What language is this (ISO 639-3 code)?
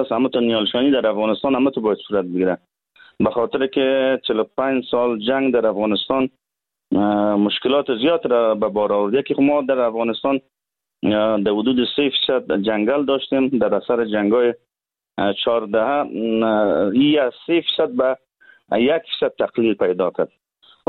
fas